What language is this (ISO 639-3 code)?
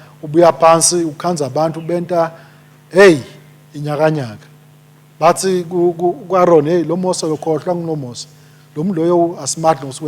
ssw